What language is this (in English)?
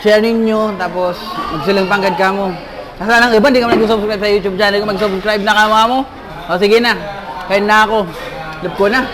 Bikol